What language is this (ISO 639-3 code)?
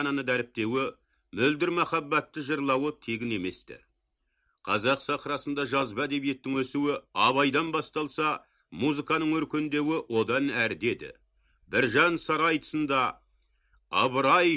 kaz